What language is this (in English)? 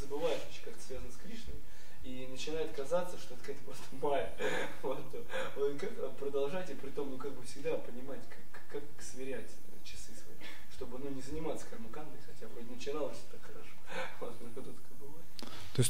Russian